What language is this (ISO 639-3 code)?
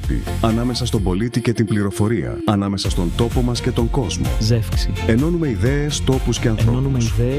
ell